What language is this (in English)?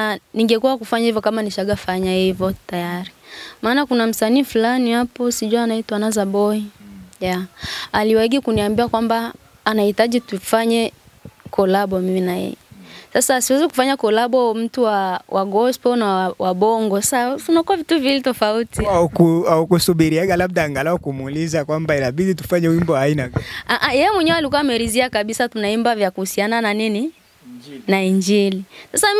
Swahili